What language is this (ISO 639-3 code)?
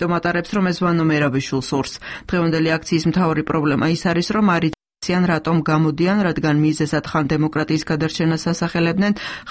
kat